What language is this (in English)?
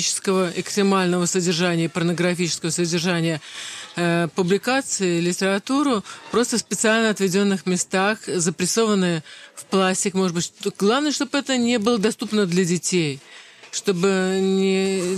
Russian